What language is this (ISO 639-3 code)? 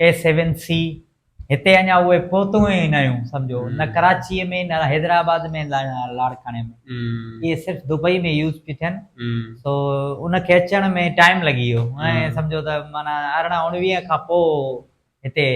snd